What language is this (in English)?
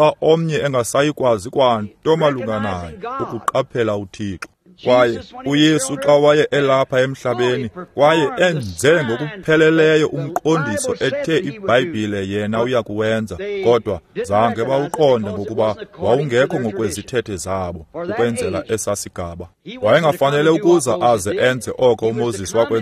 Xhosa